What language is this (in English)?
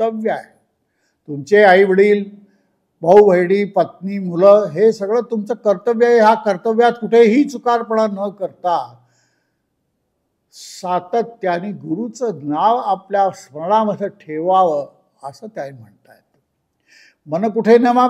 Marathi